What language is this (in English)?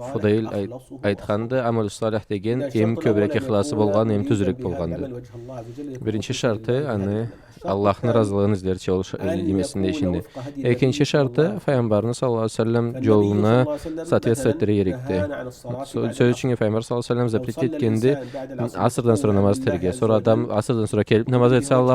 Karachay-Balkar